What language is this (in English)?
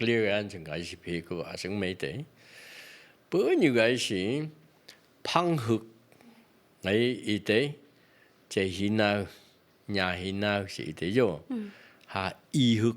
Phom Naga